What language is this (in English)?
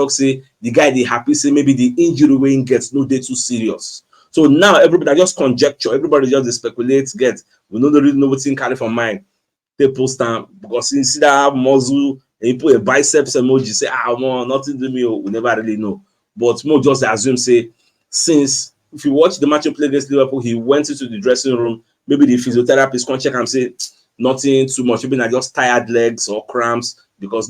Nigerian Pidgin